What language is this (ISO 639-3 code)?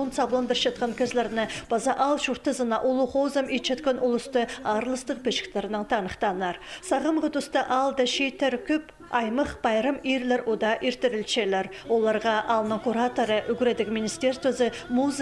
kjh